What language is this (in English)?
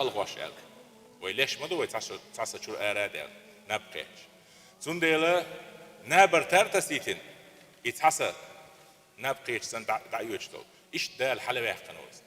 Chechen